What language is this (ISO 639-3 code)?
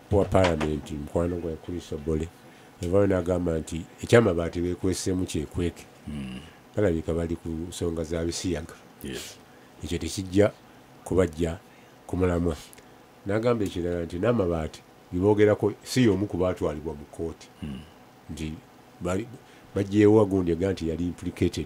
lug